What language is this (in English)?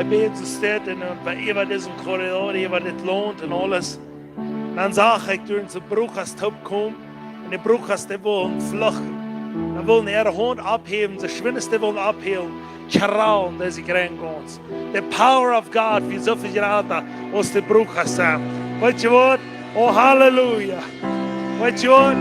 Plautdietsch